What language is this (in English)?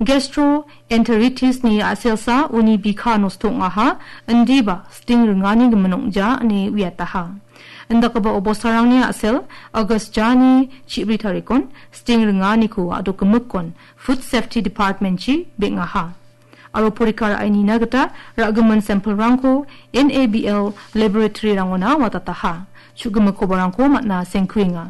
Garo